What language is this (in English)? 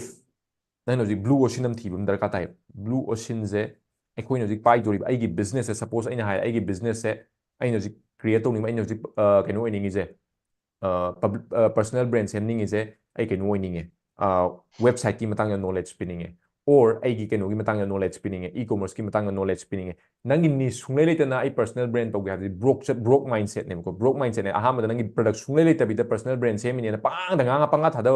Manipuri